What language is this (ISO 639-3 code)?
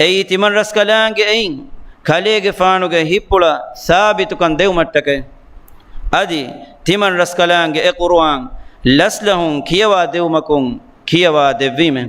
div